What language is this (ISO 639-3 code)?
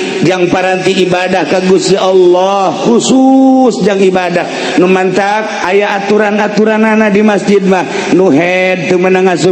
sun